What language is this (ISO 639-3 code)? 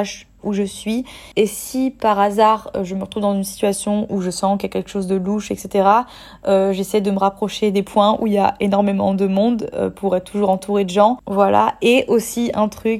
fra